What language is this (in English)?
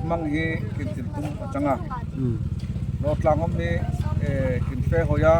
Darlong